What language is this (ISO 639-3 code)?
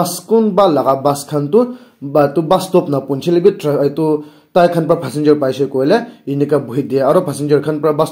nag